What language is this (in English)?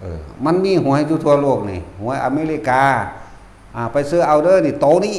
Northeastern Thai